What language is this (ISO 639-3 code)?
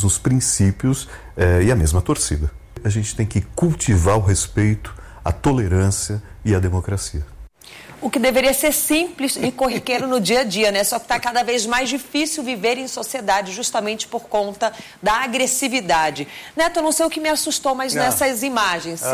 por